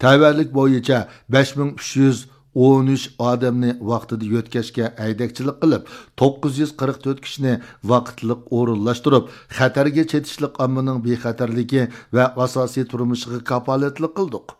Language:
Uyghur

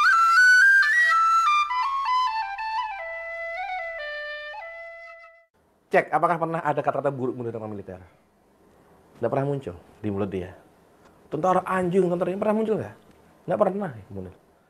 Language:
Indonesian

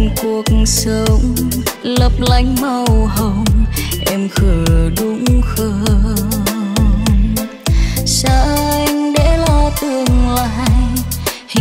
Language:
Vietnamese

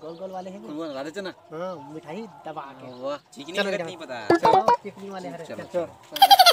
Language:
Chhattisgarhi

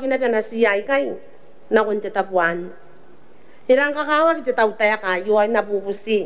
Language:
Gilbertese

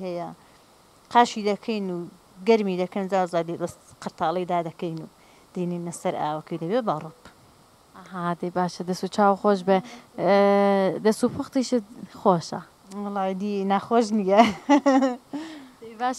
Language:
Central Kurdish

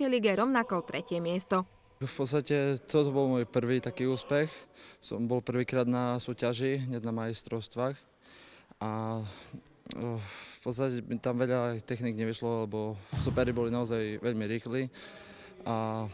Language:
Slovak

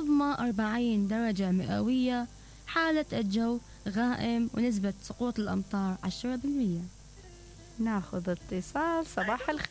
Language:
Mesopotamian Arabic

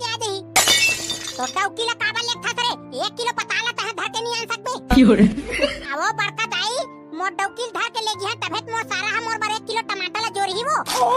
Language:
Chhattisgarhi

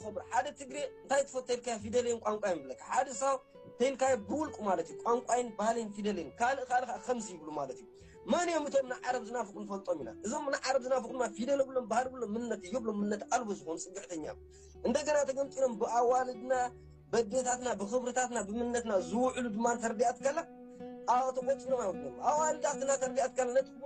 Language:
Tigrinya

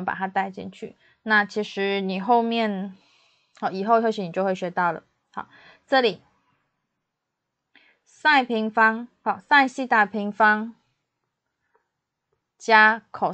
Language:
Chinese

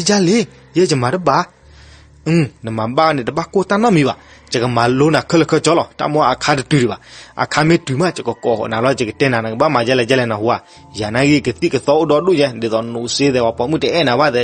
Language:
S'gaw Karen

